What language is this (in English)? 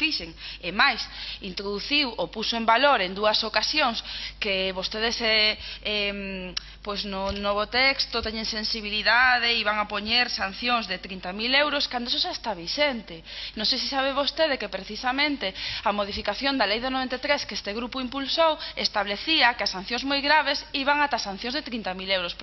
Galician